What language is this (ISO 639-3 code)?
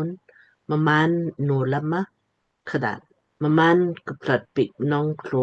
lmk